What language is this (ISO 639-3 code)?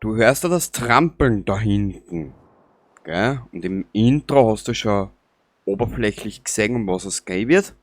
bar